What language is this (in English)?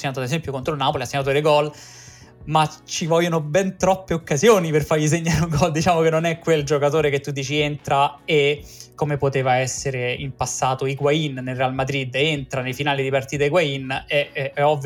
Italian